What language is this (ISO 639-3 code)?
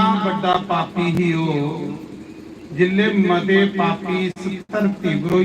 doi